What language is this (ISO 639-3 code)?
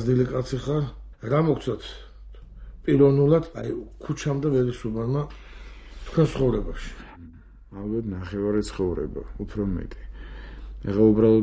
kat